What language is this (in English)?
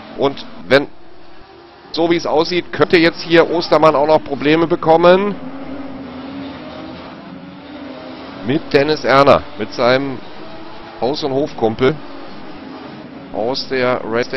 German